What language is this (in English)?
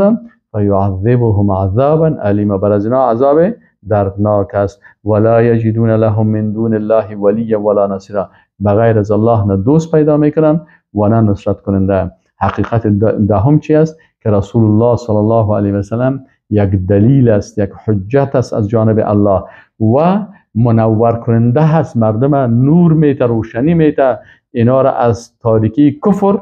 Persian